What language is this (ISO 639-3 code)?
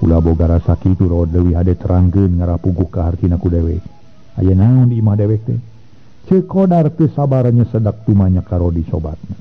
sun